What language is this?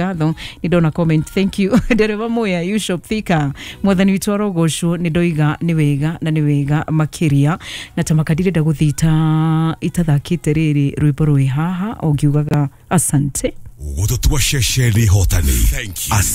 Kikuyu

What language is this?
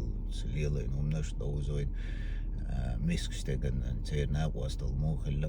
Chechen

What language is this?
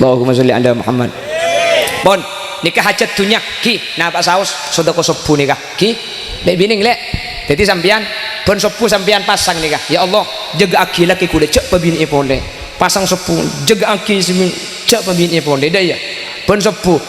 Madurese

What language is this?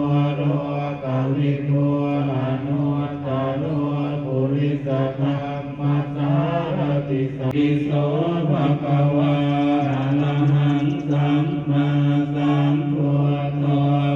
Pali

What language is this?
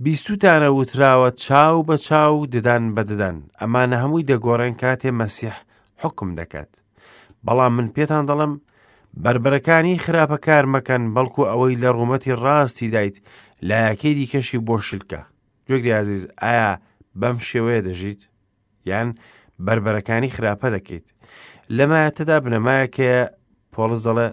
Central Kurdish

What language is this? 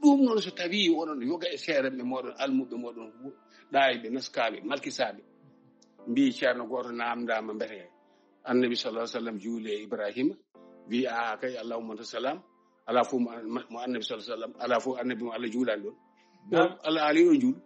Fula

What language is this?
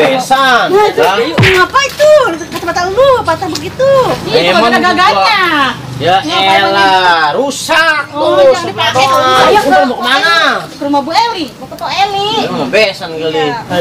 Betawi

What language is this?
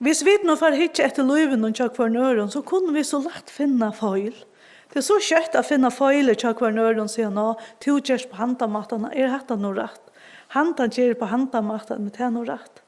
Faroese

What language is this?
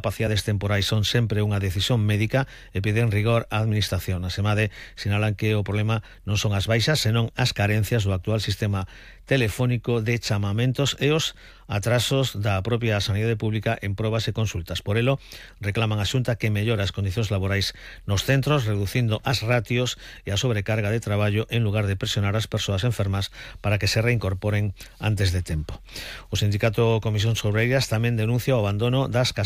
Galician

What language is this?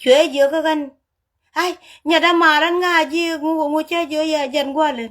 Nuer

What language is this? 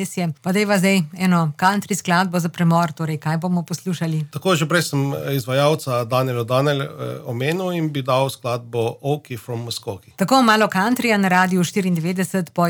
Slovenian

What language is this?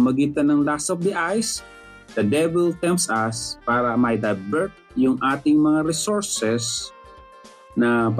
Filipino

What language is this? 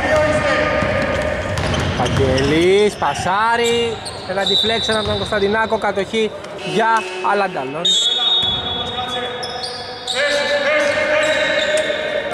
Greek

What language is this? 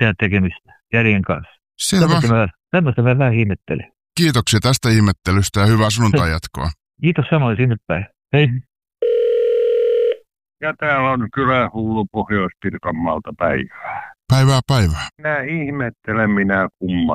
Finnish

